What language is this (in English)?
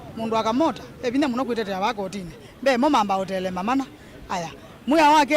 Kamba